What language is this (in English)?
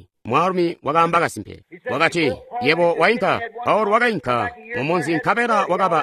Tonga (Zambia)